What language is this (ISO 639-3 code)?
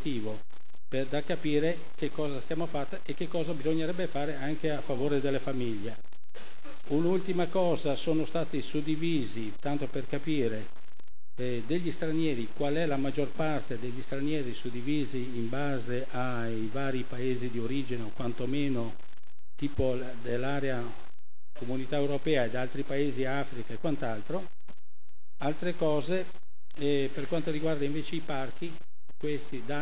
ita